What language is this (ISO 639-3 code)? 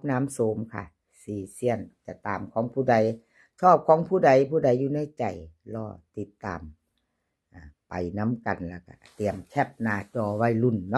tts